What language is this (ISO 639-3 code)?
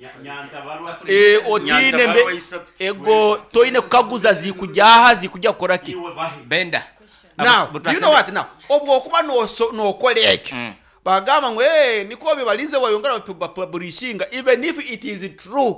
nyo